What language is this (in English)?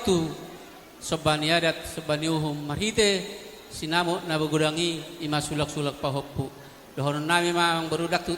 Batak Toba